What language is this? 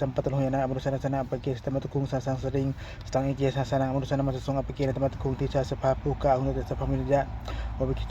Pali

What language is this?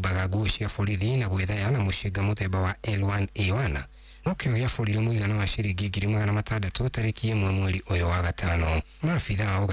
Kikuyu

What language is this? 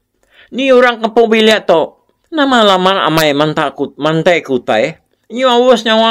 Iban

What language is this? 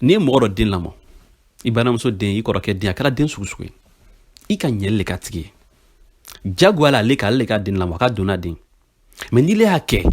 Bambara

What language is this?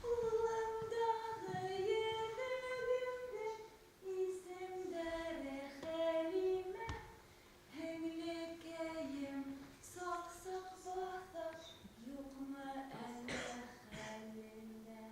Bashkir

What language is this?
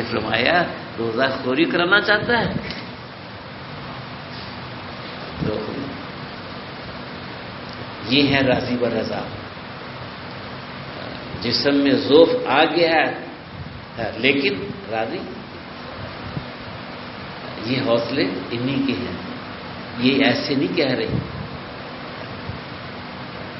Urdu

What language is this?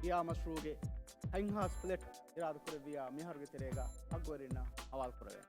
Divehi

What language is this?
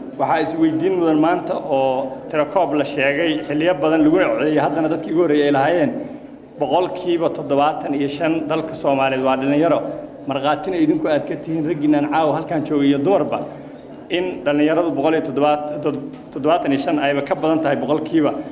Somali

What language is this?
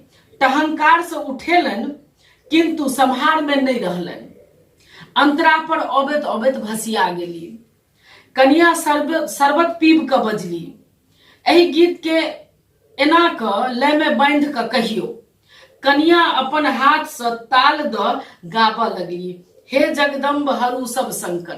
Maithili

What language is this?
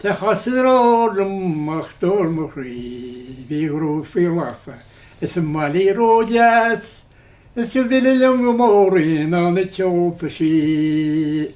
Irish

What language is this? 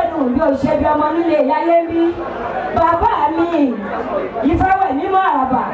Yoruba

